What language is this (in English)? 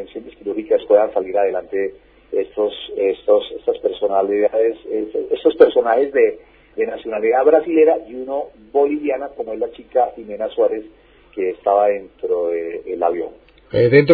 Spanish